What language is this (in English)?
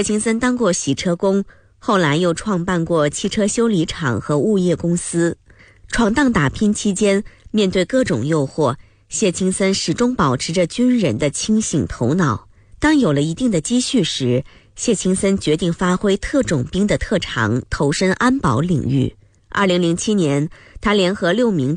Chinese